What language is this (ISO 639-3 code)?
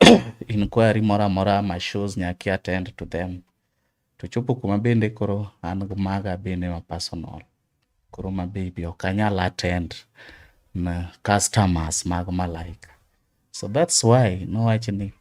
luo